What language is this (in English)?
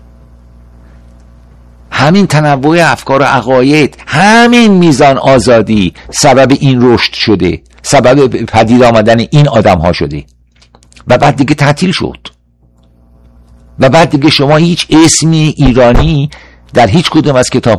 Persian